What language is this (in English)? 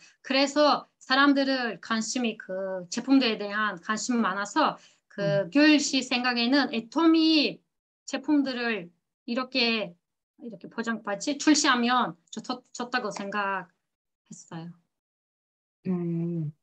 Korean